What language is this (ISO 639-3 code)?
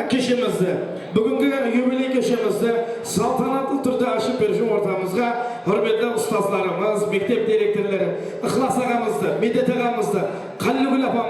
kaa